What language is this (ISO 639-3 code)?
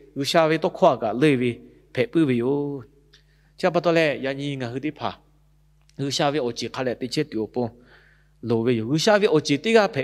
lhu